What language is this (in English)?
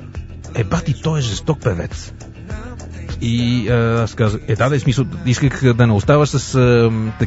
Bulgarian